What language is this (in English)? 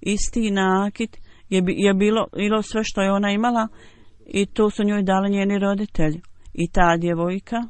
Bosnian